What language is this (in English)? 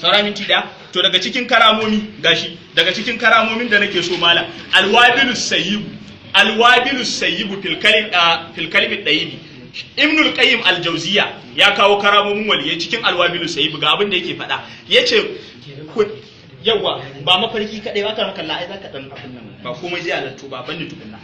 Hausa